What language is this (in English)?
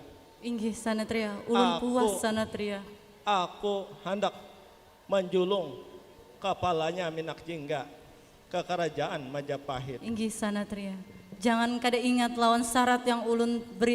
Banjar